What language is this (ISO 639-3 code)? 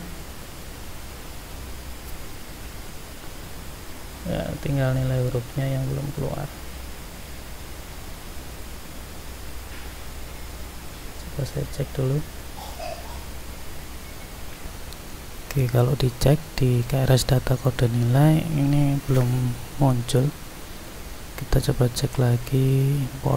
ind